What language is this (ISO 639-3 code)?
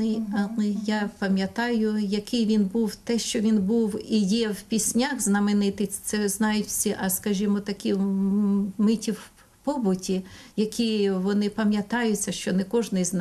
ukr